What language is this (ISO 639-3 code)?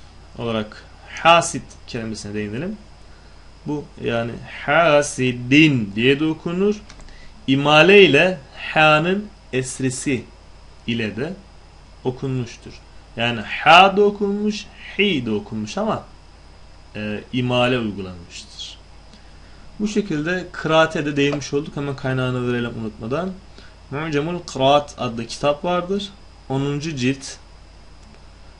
tur